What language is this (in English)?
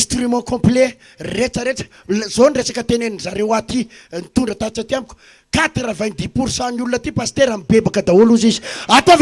Malagasy